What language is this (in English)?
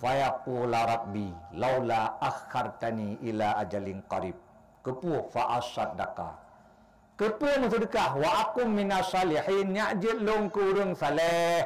Achinese